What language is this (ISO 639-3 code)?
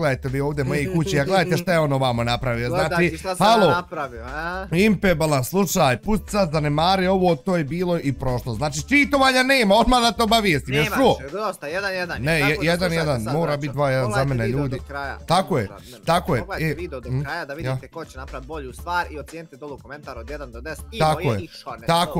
bos